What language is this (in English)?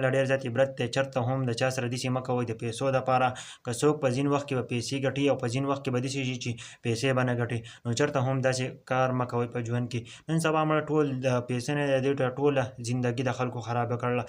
Pashto